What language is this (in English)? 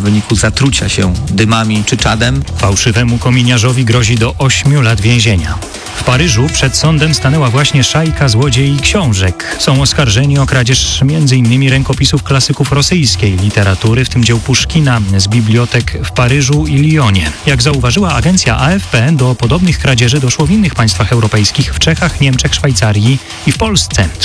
Polish